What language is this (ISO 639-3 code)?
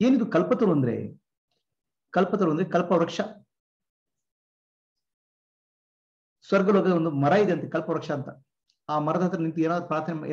kan